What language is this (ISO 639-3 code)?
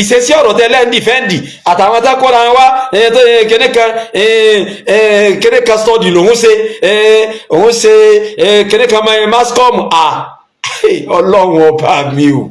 yor